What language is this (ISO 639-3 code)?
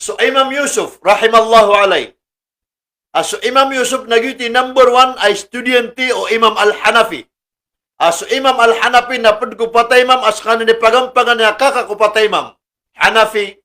mrw